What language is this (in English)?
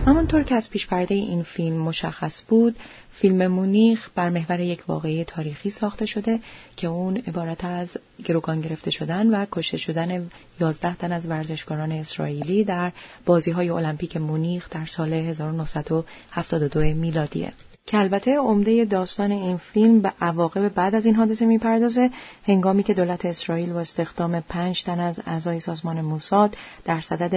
Persian